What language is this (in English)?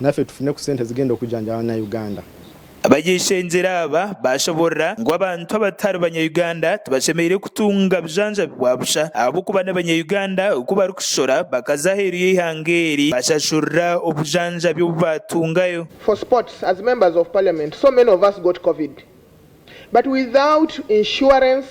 Nyankole